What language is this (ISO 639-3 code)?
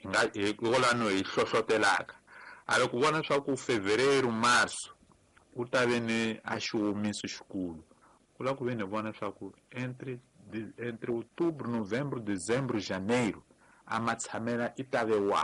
tso